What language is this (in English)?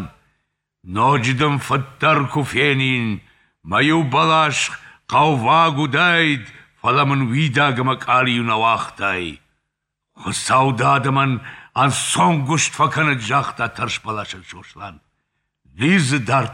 Ossetic